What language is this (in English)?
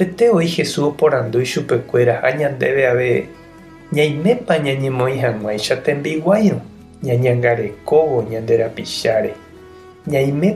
Guarani